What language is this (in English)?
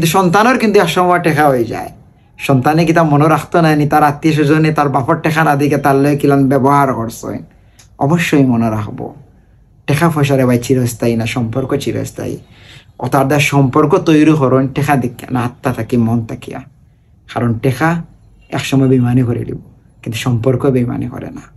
Sylheti